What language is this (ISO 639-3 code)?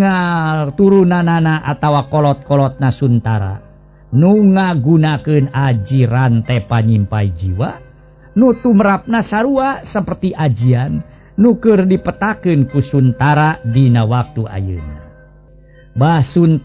sun